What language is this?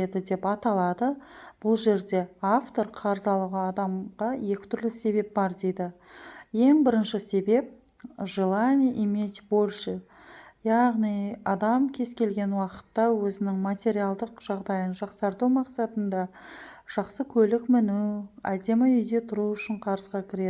Kazakh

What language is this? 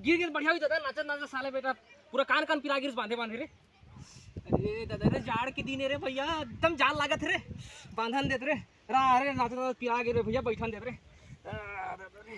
Chhattisgarhi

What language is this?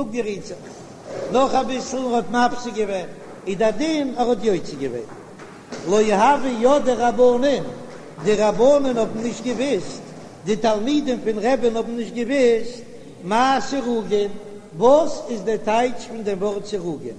Yiddish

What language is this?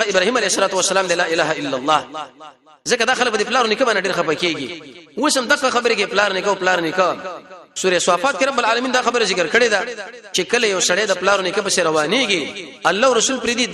Pashto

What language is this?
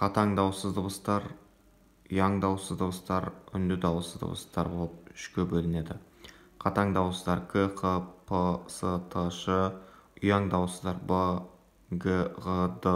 Kazakh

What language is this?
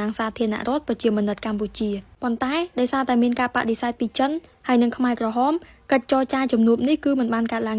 Khmer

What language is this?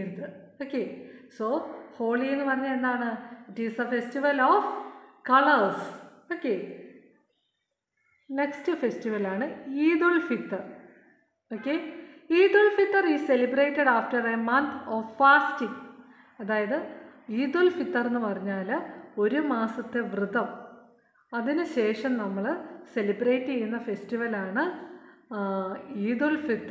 Malayalam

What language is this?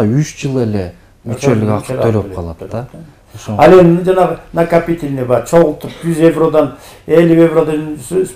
Kyrgyz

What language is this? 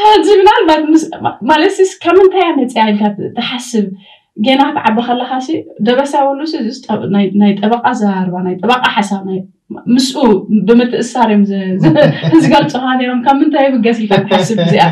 Tigrinya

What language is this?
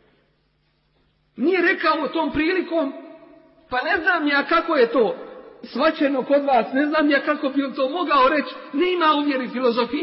Bosnian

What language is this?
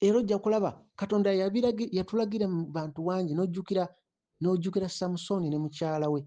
Ganda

